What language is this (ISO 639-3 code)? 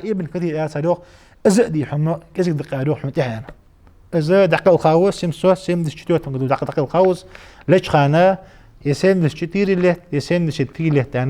inh